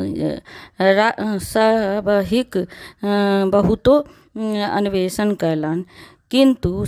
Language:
Maithili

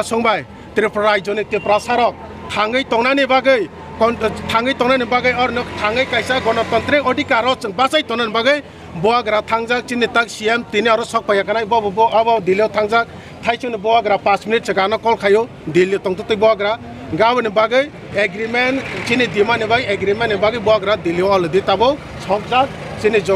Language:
Kok Borok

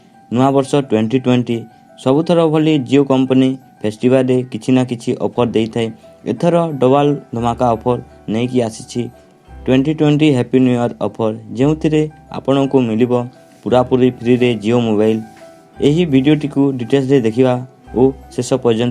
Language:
Odia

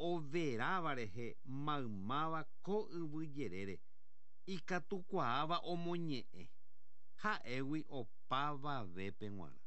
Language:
Guarani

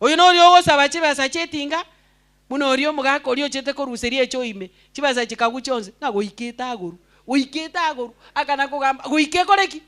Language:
Gusii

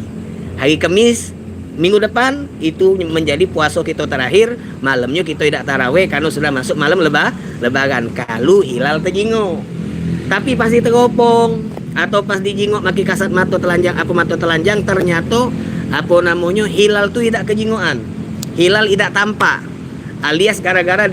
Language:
Musi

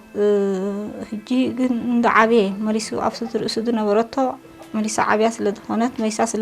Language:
Tigrinya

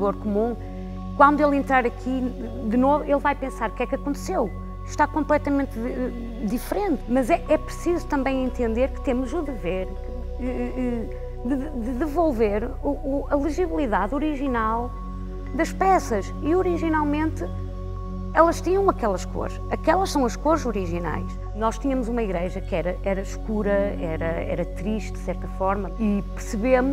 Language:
Portuguese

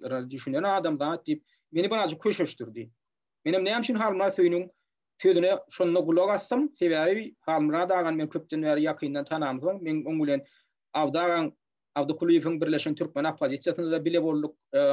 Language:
Turkmen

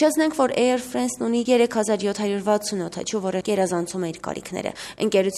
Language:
Armenian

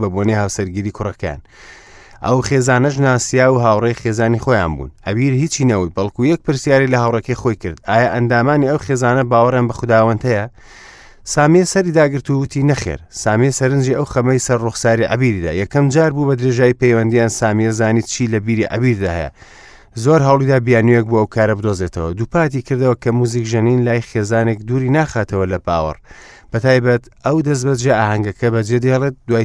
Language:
Central Kurdish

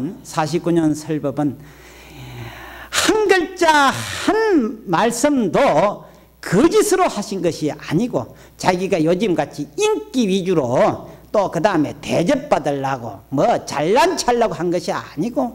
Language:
Korean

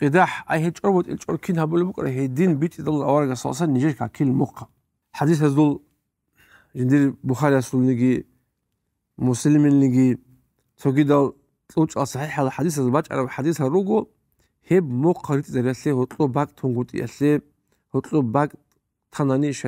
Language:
Avaric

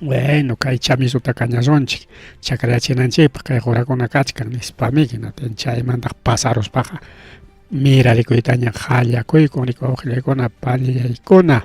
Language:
Ayacucho Quechua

